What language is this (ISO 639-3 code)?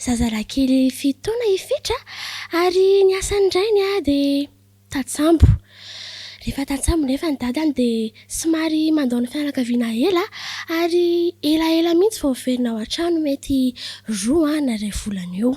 mlg